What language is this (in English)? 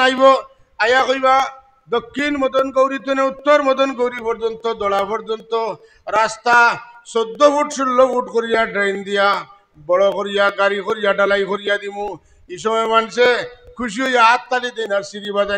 Sylheti